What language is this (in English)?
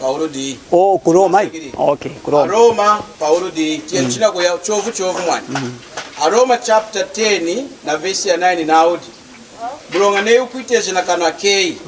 Lunda